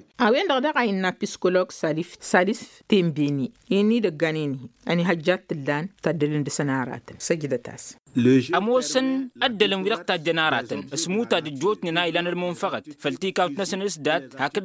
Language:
Tamasheq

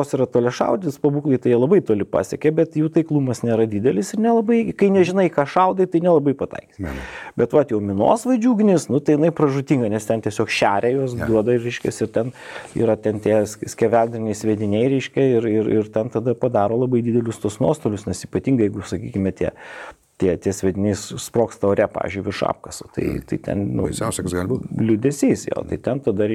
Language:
Lithuanian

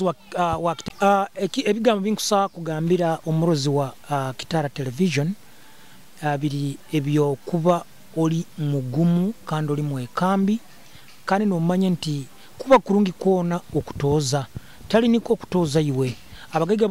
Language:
Nyoro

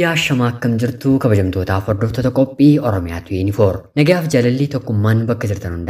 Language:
Oromo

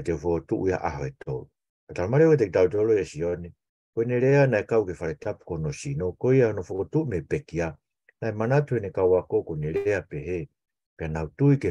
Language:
Tongan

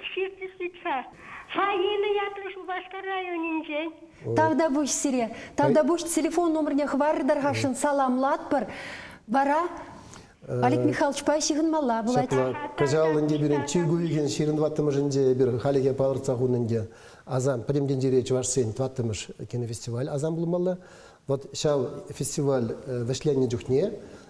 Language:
Chuvash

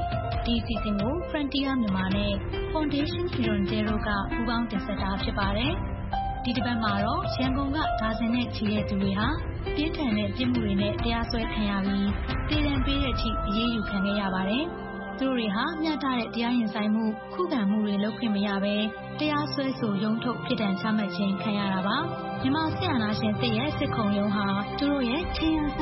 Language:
Burmese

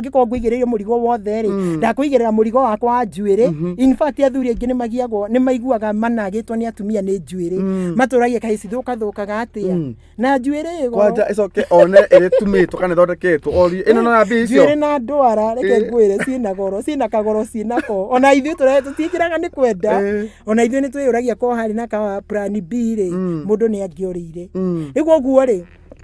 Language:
Kikuyu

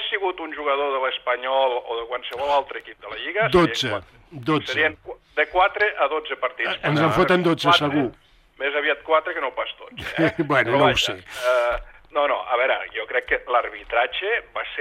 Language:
Catalan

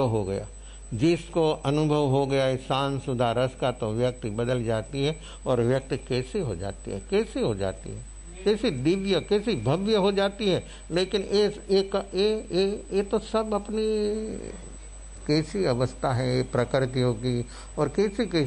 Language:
Hindi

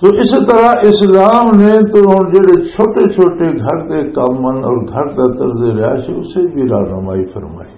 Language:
Western Panjabi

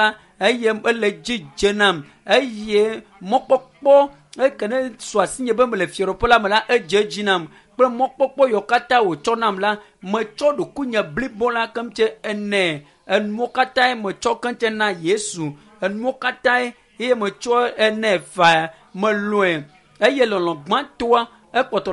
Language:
Ewe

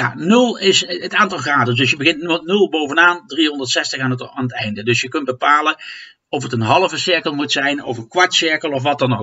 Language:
Dutch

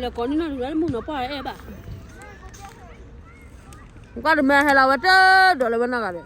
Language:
S'gaw Karen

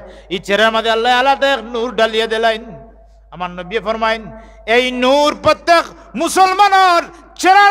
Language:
Sylheti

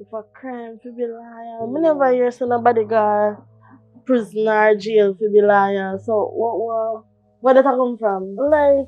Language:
Jamaican Creole English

